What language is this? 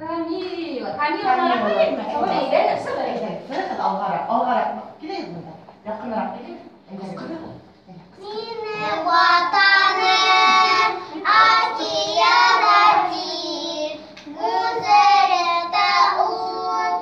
Bashkir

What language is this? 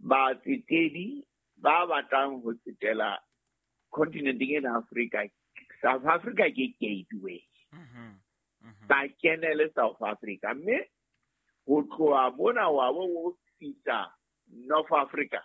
Southern Sotho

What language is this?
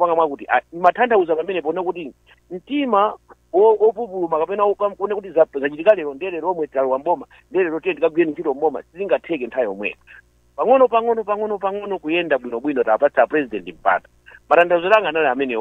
Nyanja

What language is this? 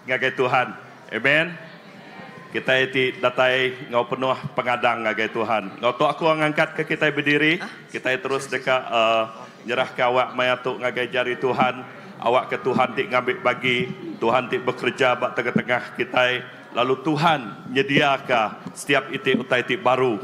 Iban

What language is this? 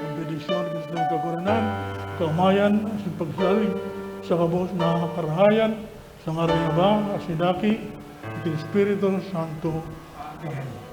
Bikol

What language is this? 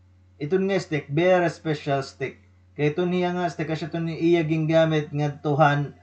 Waray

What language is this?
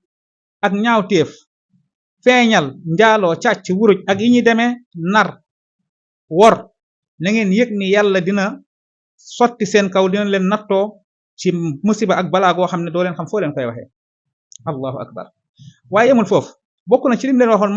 Wolof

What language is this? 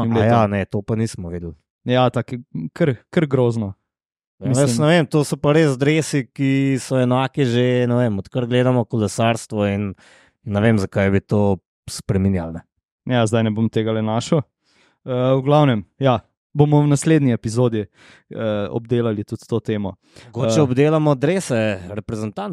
Slovenian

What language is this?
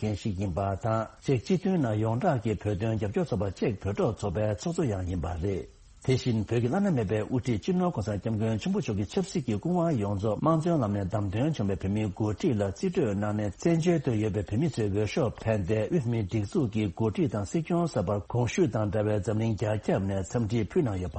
Tibetan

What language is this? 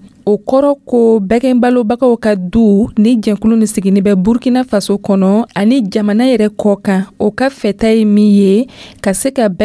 Dyula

